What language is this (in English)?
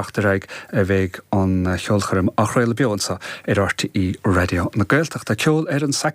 Irish